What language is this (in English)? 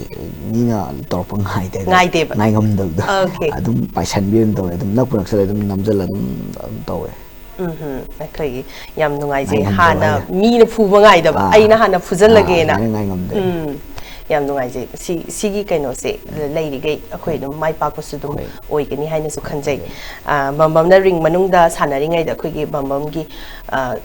Manipuri